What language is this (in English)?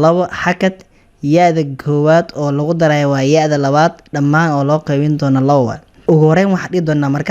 Somali